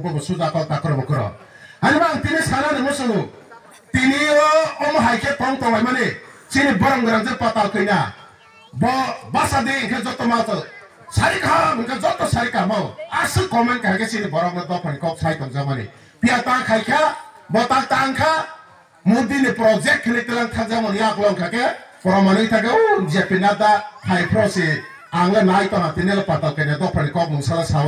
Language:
Kok Borok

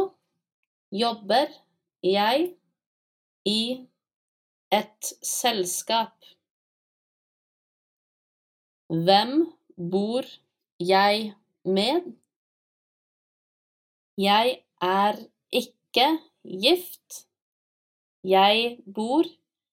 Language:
Norwegian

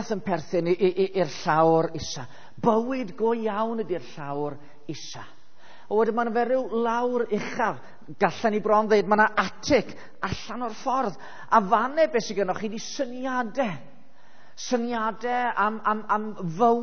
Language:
Welsh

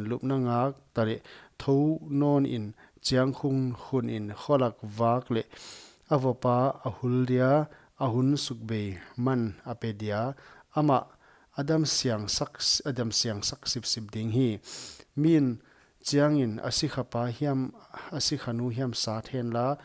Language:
Paite Chin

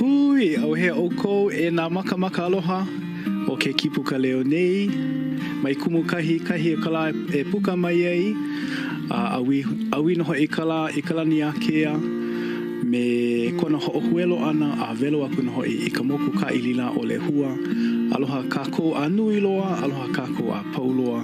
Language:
Hawaiian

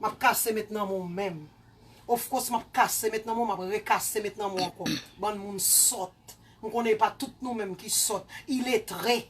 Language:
Haitian Creole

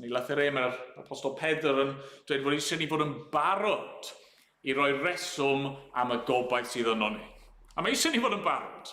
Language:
Welsh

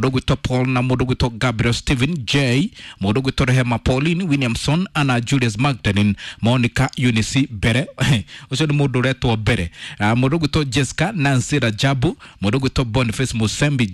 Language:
Kikuyu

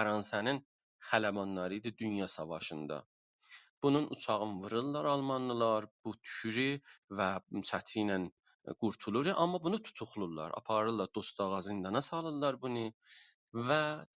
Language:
South Azerbaijani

